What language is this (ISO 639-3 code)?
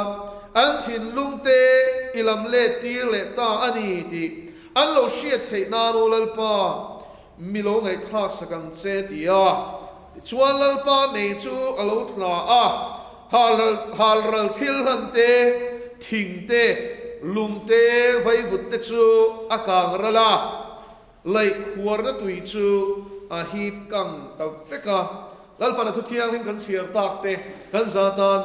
lus